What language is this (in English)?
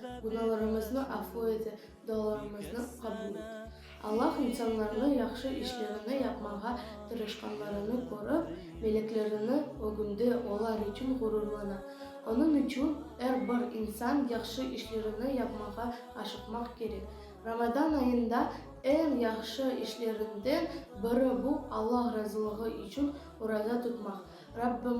Crimean Tatar